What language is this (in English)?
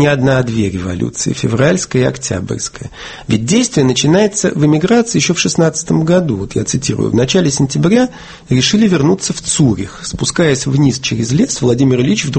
Russian